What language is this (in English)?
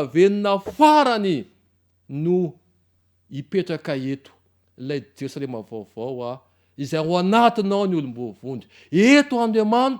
Malagasy